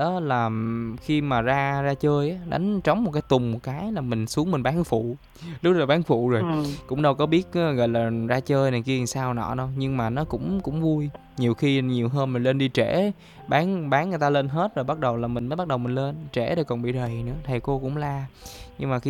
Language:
Vietnamese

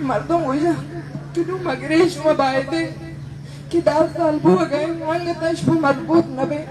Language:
Eastern Balochi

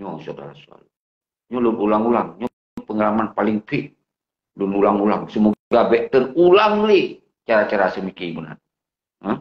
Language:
Achinese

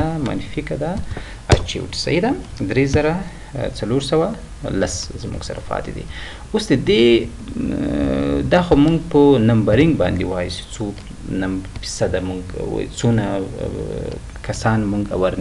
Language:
Pashto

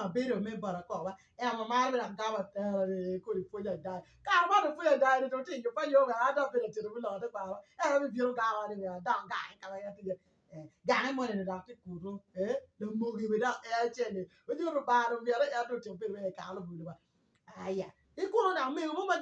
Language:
Acoli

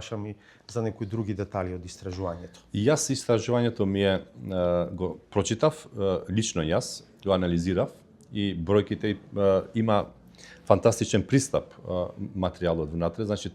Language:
Macedonian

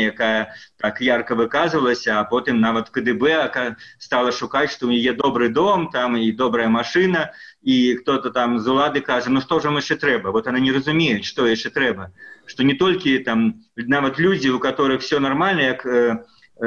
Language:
Belarusian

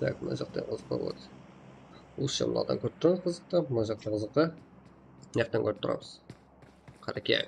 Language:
Kara-Kalpak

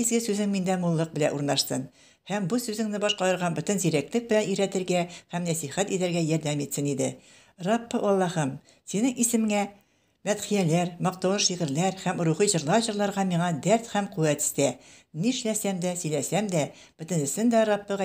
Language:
Tatar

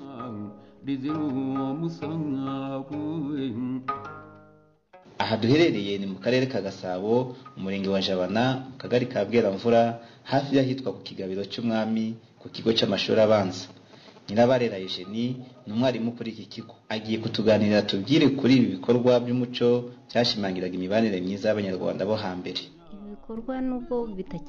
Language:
Kinyarwanda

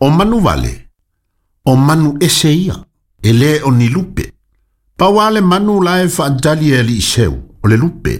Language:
Samoan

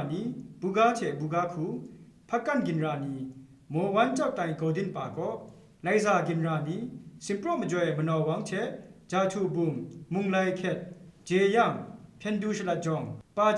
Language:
Kachin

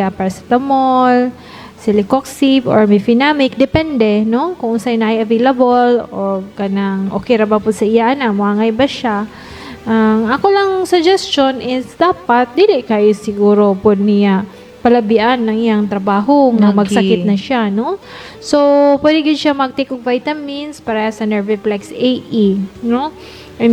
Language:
Cebuano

